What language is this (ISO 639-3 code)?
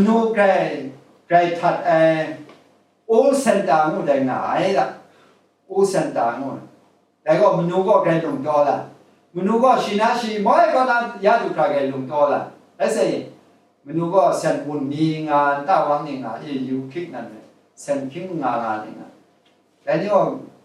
kac